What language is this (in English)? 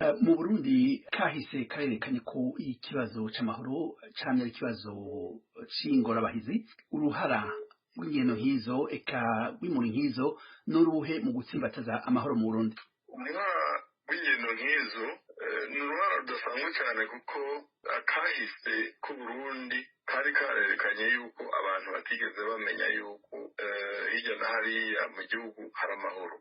Rundi